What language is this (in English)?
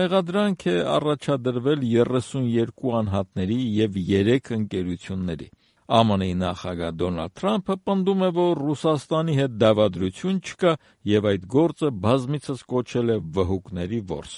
Armenian